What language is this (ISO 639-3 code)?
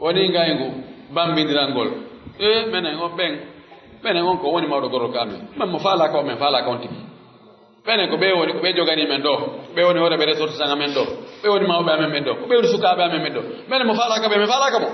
fuf